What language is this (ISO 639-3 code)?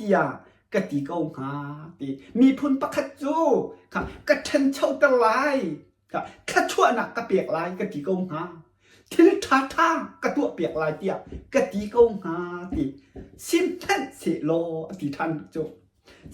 cnh